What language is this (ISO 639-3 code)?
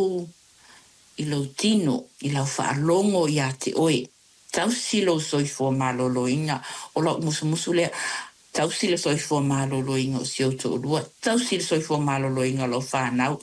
smo